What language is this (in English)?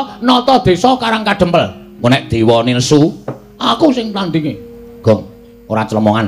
Javanese